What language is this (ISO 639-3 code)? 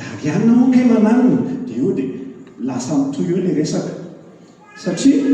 mlg